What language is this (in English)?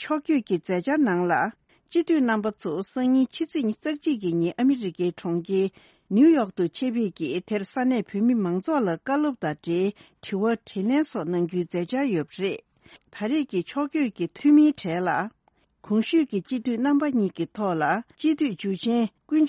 Tibetan